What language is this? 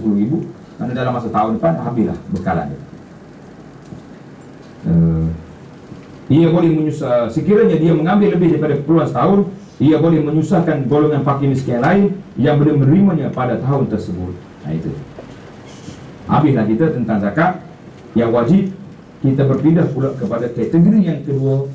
Malay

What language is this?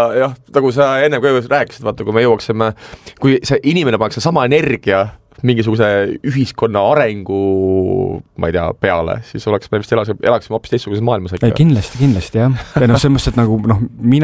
Estonian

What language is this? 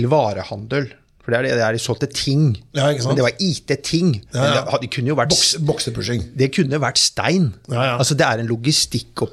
Norwegian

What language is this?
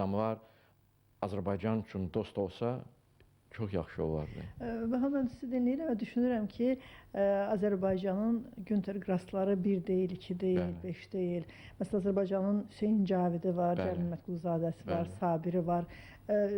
Azerbaijani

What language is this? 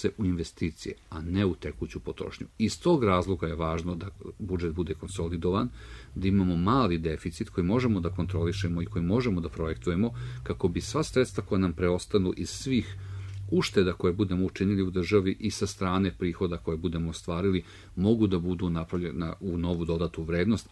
Serbian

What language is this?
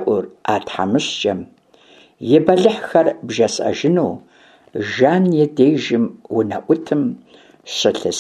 Kabardian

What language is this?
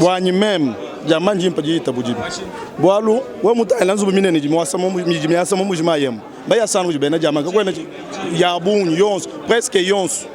Luba-Lulua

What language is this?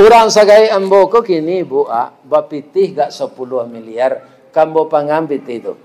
Minangkabau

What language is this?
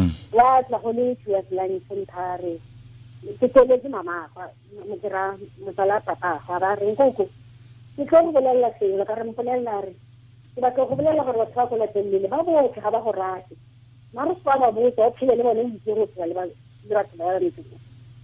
Tswana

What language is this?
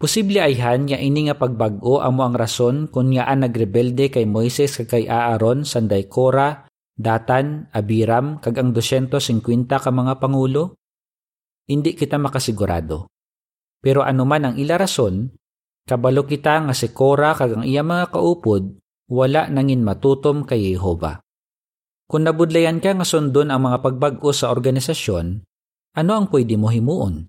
Hiligaynon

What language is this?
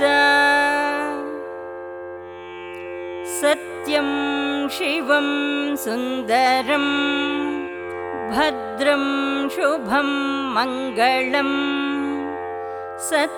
Kannada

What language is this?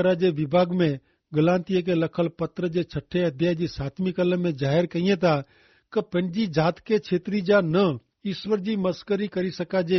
Kachhi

